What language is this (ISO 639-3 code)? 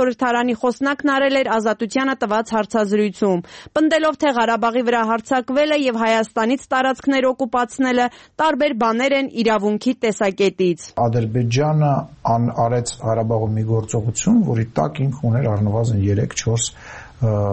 hye